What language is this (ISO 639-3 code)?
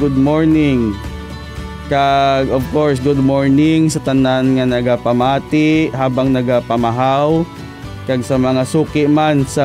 hil